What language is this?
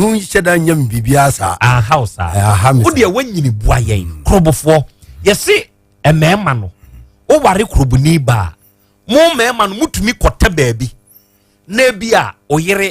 Akan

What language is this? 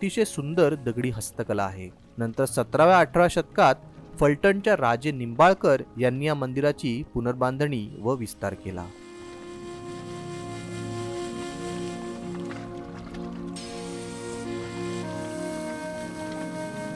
Marathi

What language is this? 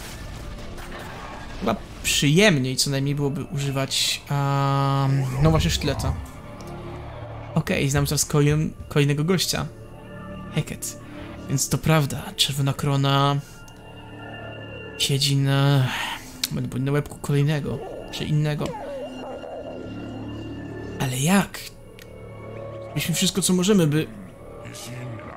Polish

